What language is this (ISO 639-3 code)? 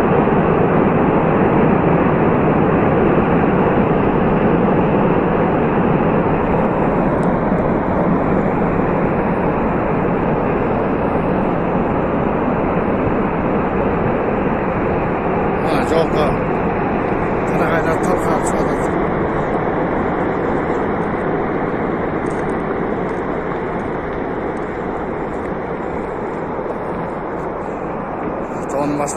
kaz